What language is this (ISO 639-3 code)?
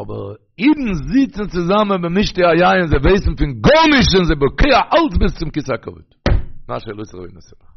yid